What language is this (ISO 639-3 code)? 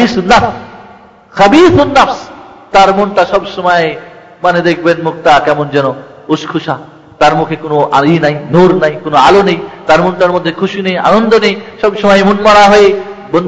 ben